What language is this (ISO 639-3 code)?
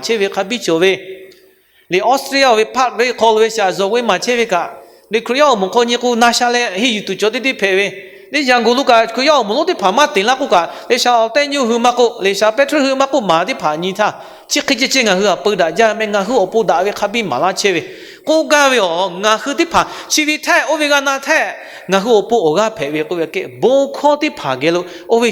lhu